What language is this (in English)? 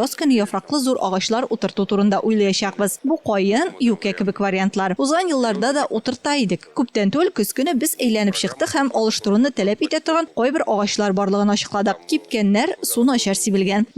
Tatar